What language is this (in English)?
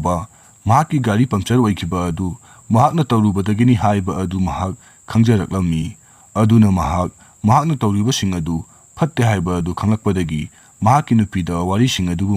Manipuri